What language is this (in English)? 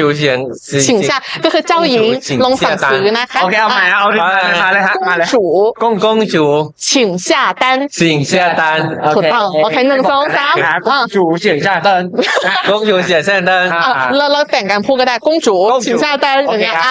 Thai